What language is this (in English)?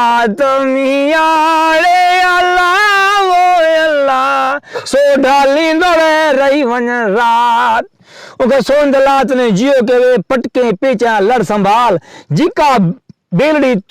Saraiki